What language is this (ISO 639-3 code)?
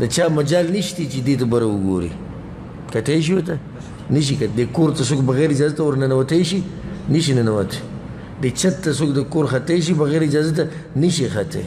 pus